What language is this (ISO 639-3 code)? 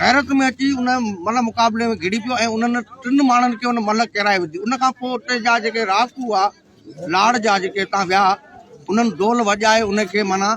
snd